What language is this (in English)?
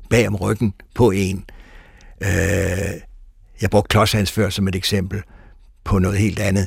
Danish